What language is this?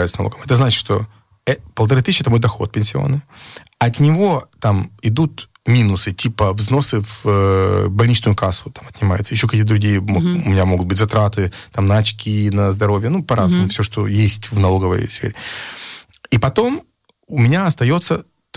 Russian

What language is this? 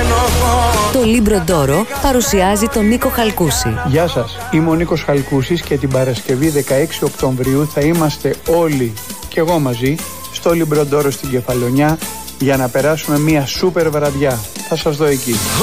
Greek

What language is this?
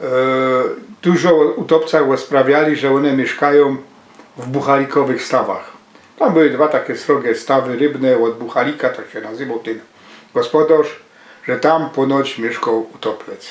Silesian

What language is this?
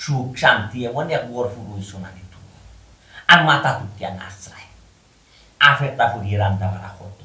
Sylheti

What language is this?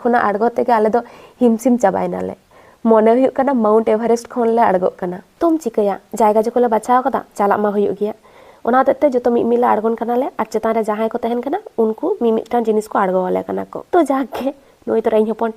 Santali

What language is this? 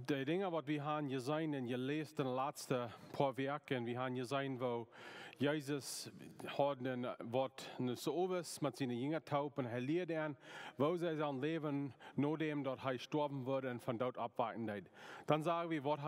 Plautdietsch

